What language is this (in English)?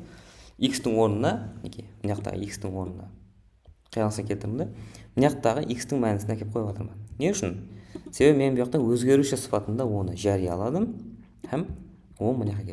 Kara-Kalpak